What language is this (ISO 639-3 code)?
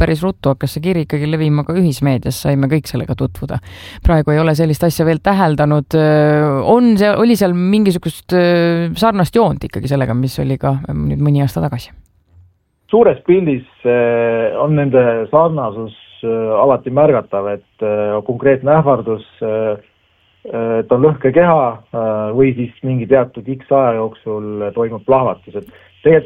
est